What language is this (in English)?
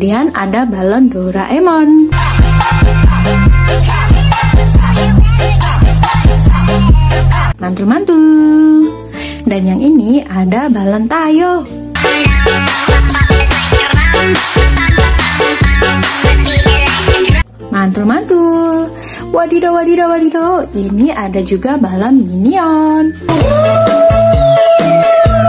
Indonesian